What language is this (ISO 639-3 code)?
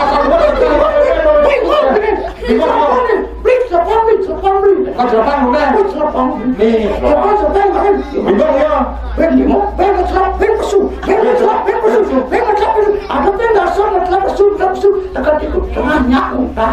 ban